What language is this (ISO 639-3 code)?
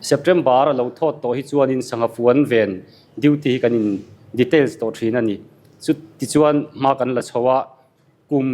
lus